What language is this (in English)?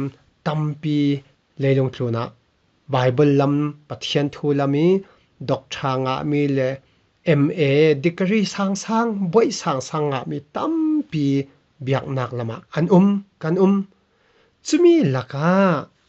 Falam Chin